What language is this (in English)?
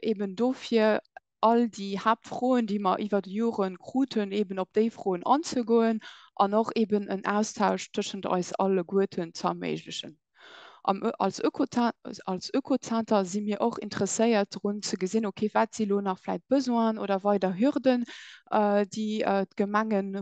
Luxembourgish